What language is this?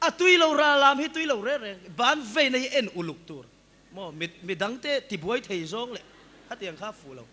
Mizo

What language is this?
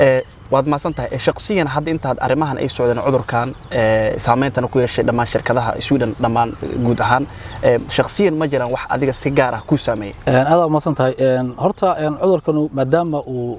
Somali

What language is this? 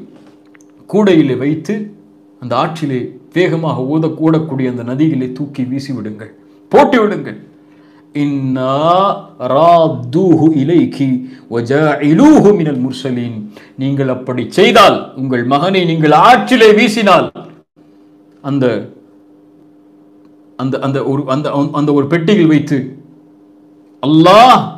Tamil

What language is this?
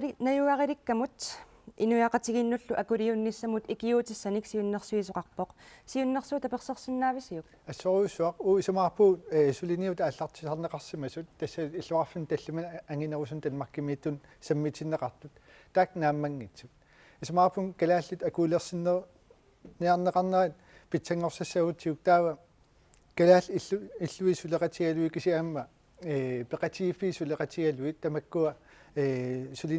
Kalaallisut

